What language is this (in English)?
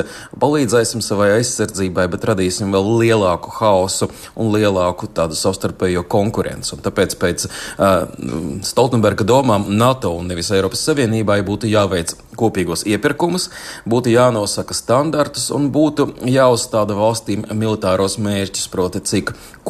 Latvian